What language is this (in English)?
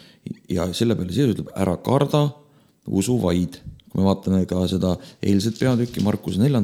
Estonian